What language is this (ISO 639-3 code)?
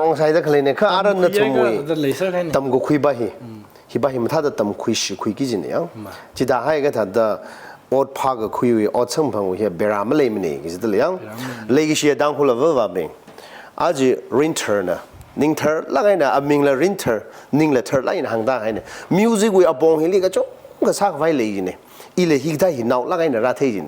nmf